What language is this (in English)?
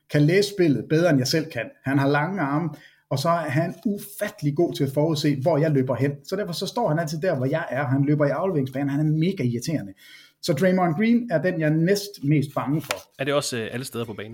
Danish